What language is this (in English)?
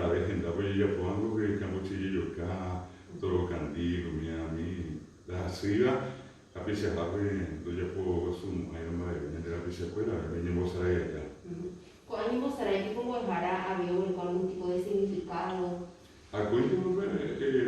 Guarani